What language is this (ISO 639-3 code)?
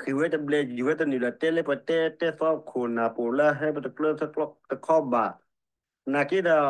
ksw